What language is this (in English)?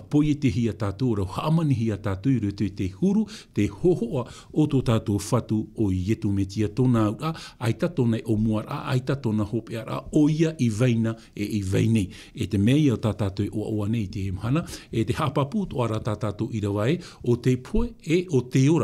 Tahitian